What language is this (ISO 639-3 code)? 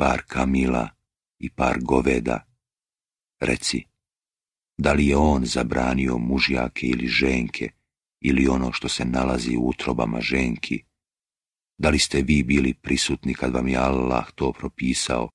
srp